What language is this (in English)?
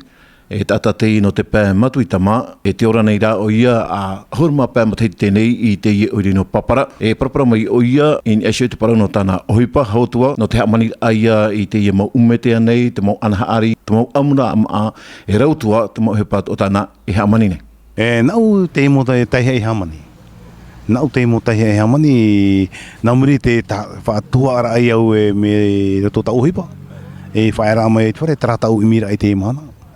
Tahitian